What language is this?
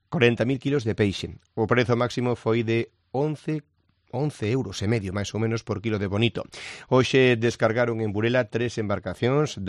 Galician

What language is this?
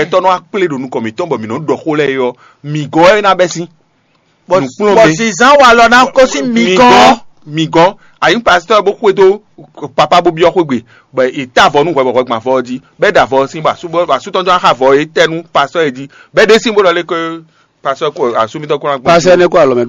Fon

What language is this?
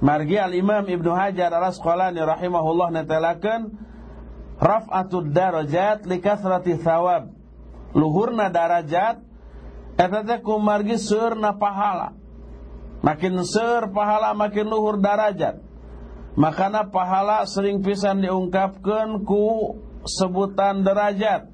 Sundanese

